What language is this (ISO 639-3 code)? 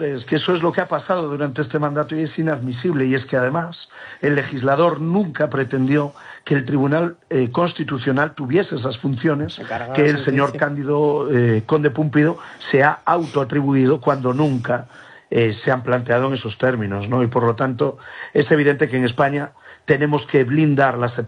spa